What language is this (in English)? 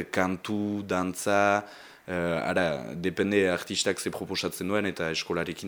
Basque